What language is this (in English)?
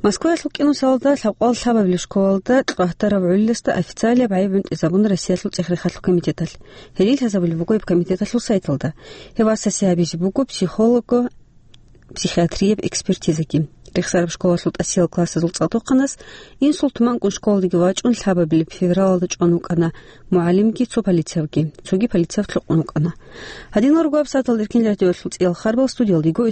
Avaric